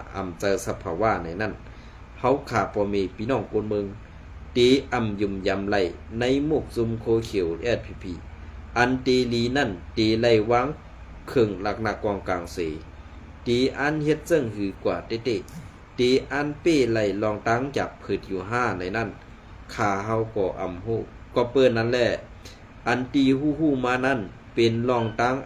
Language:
Shan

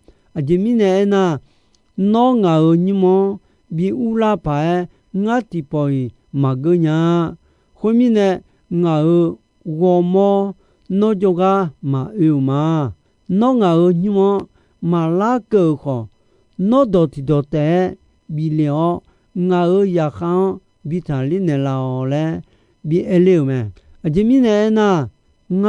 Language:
Akha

